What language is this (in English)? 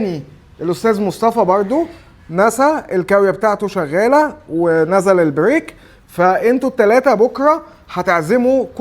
Egyptian Arabic